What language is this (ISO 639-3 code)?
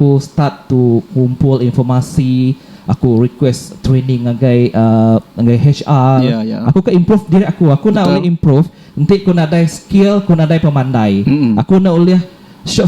iba